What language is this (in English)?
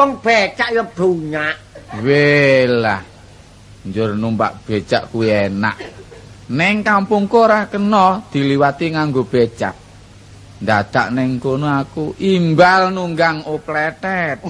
Javanese